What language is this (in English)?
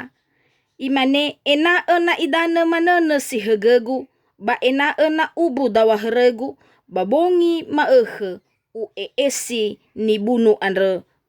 Nias